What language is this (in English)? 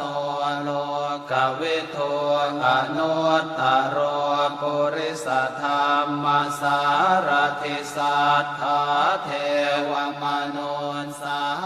Pali